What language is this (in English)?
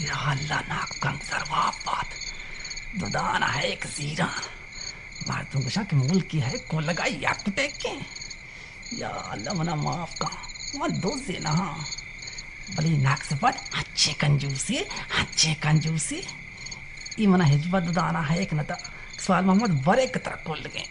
Baluchi